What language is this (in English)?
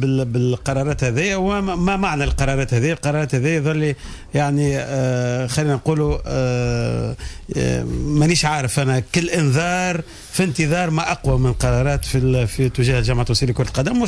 Tunisian Arabic